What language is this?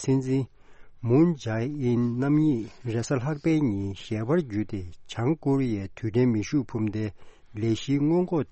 Tibetan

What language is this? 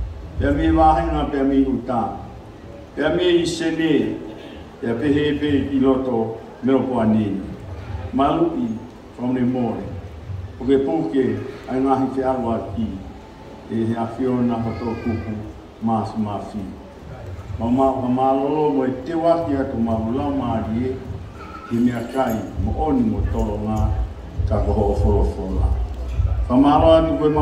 Tongan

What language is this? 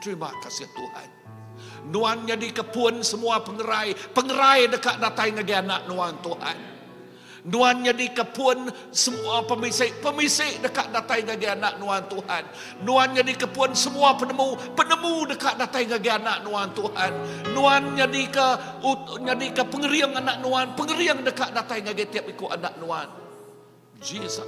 Iban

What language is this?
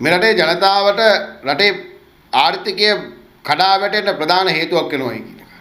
Sinhala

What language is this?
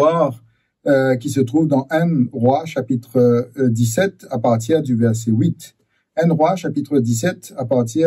Morisyen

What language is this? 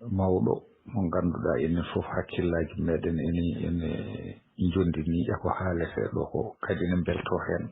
Fula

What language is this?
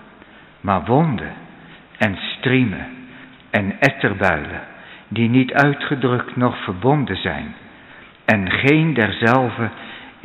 Dutch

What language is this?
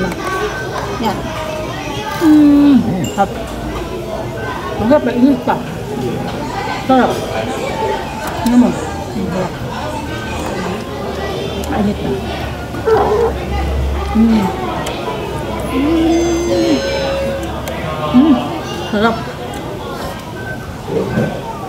Filipino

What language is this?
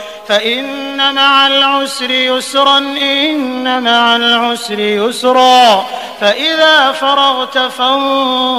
Arabic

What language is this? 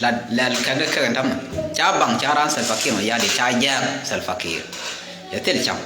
Nuer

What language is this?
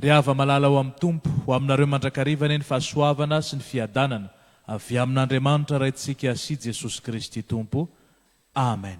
Malagasy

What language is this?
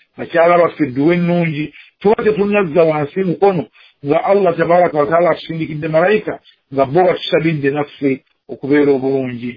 Ganda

